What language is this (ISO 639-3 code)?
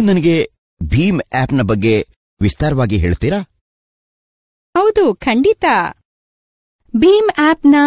kan